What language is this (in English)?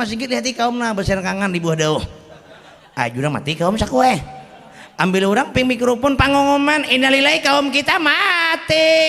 Banjar